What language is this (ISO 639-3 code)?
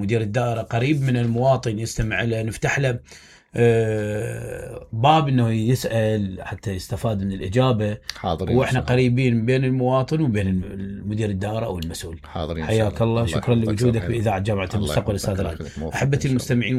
acm